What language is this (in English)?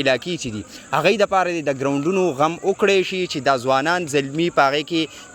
Pashto